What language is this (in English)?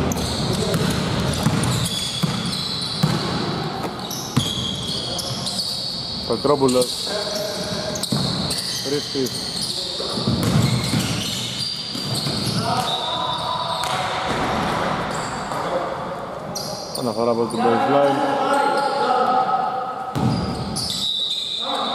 Greek